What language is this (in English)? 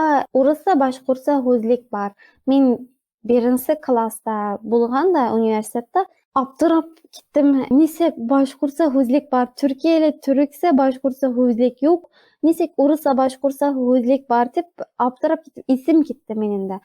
Bashkir